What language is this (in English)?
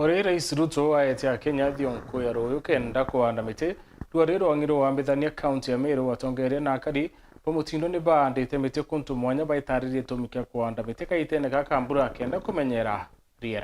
Meru